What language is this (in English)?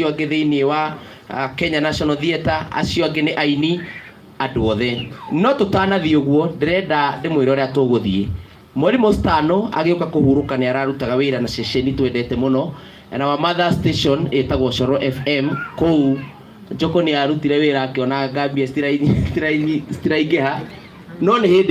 Kikuyu